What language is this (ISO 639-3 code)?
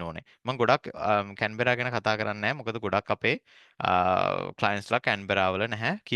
sin